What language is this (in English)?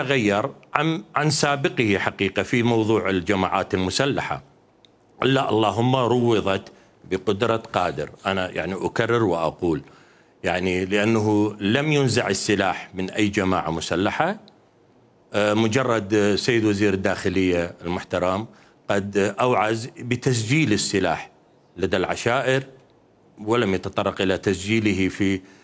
Mesopotamian Arabic